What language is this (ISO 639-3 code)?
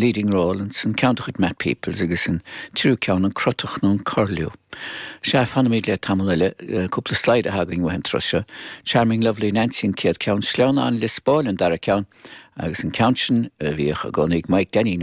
gle